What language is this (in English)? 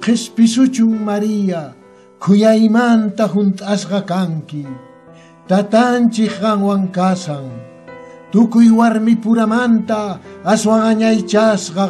Quechua